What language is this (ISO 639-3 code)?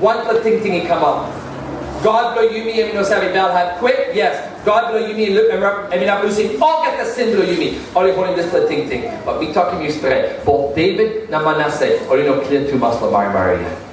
tpi